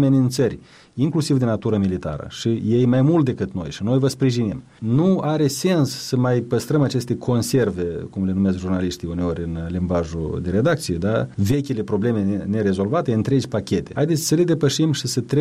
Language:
Romanian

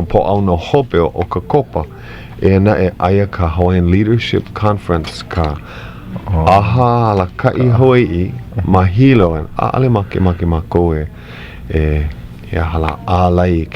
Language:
Hawaiian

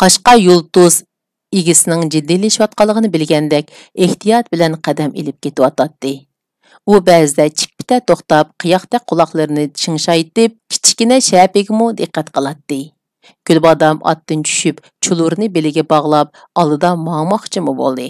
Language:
Uyghur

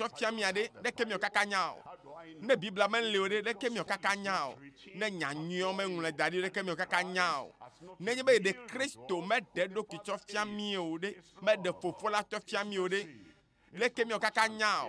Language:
Ewe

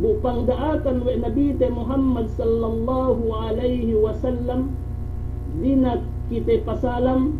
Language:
Yakan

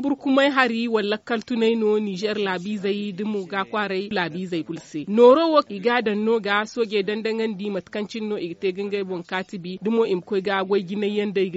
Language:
Zarma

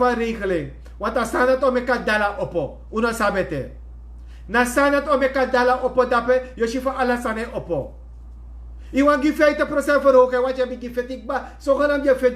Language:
Sranan Tongo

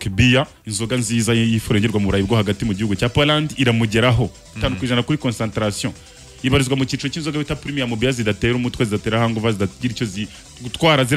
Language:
Kinyarwanda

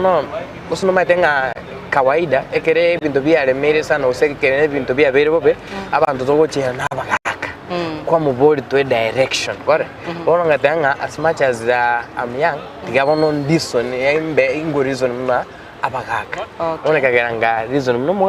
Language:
Gusii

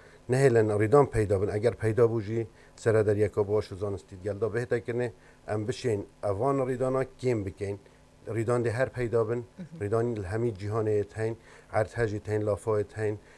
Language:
Kurdish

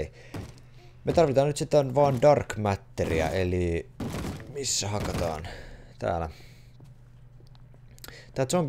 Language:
Finnish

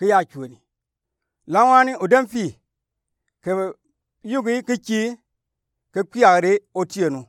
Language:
Gourmanchéma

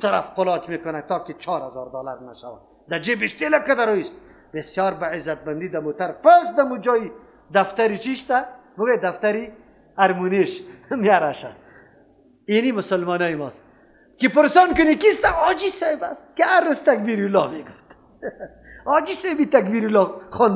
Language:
Persian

